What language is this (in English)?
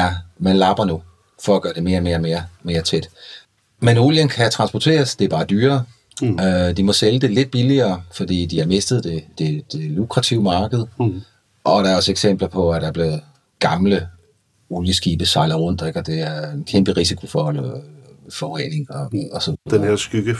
Danish